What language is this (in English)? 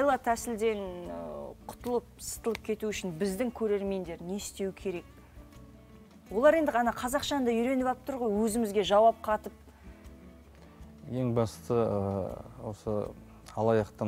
Kazakh